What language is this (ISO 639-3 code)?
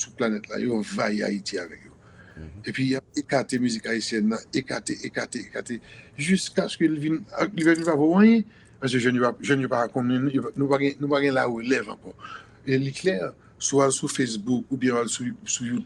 hat